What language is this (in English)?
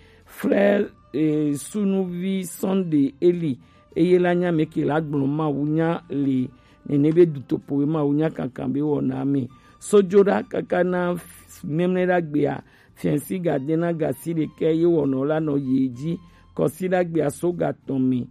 Gen